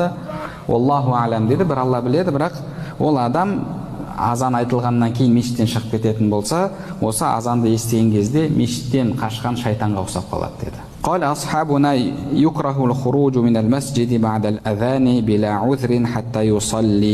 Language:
Kazakh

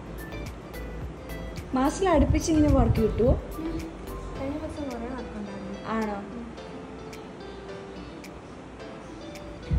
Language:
Malayalam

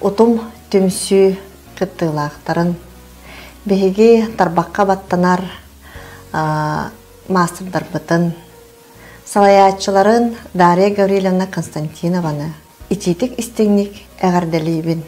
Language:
Yakut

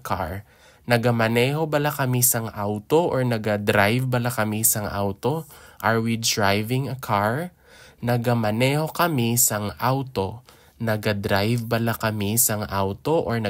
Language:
Hiligaynon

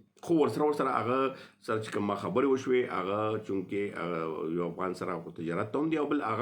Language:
Pashto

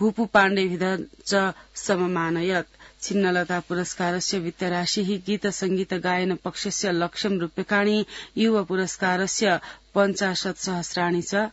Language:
Sanskrit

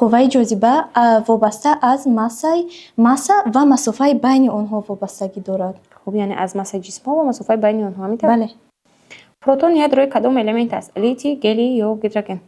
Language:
Tajik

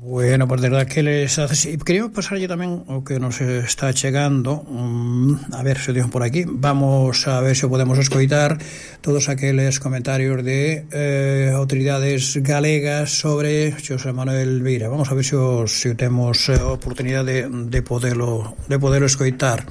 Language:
Galician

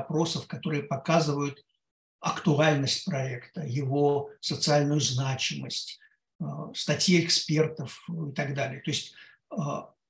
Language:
Russian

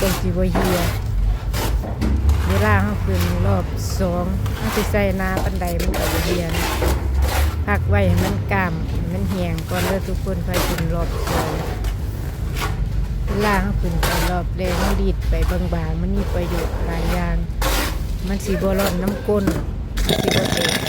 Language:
Lao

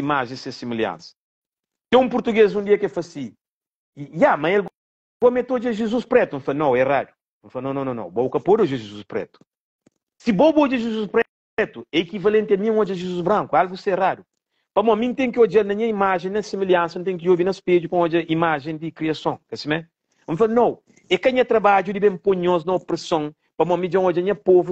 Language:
Kabuverdianu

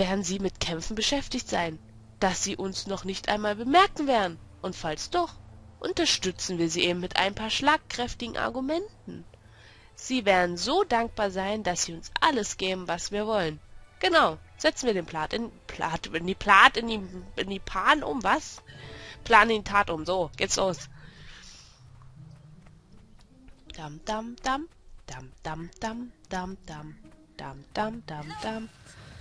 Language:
German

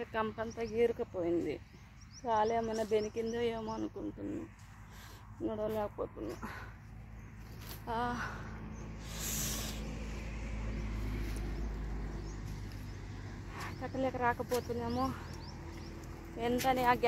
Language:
Telugu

